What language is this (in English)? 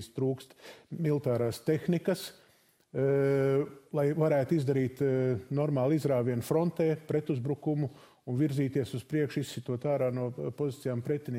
Latvian